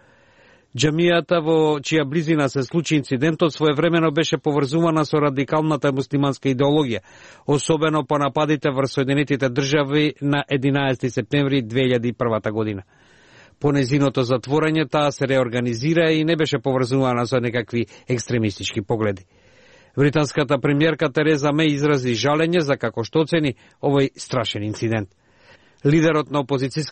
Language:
Macedonian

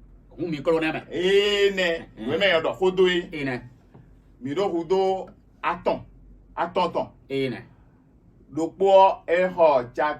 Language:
Fon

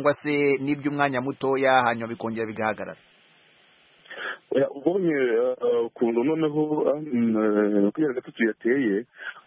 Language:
Kinyarwanda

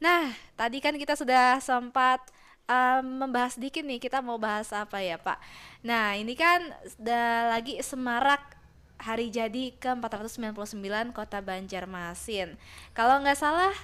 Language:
Banjar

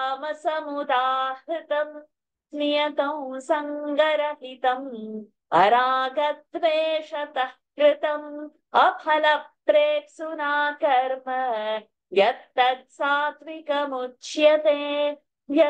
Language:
Sanskrit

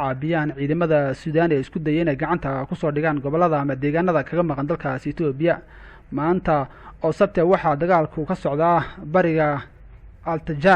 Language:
Somali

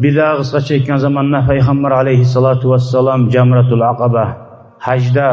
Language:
Kumyk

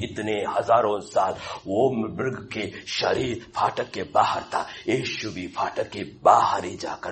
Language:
Hindi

